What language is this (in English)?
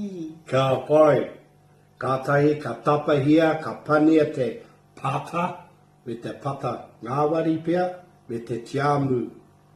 Māori